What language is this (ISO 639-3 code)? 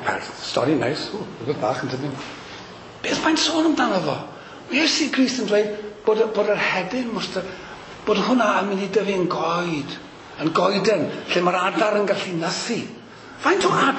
cym